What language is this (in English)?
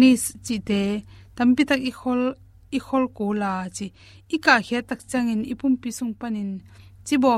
Tedim Chin